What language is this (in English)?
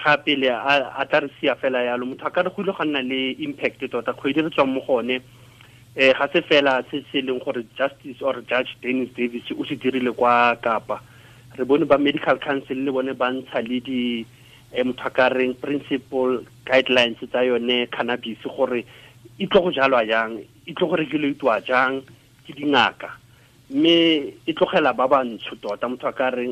Tswana